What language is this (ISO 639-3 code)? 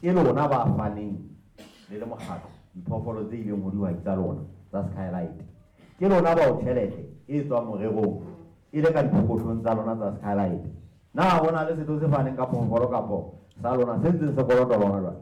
sot